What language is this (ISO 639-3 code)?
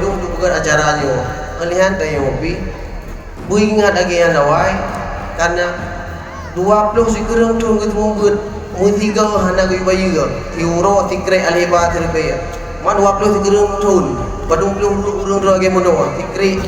ace